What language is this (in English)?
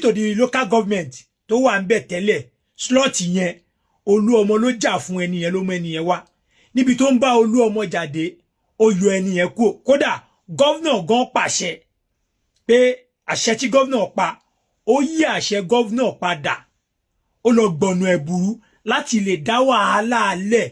Yoruba